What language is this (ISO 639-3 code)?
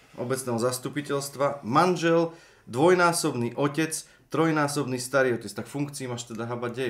slk